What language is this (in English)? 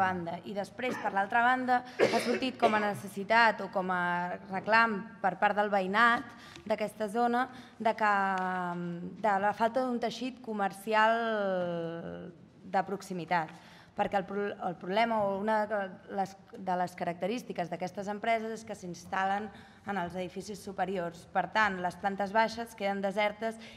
Catalan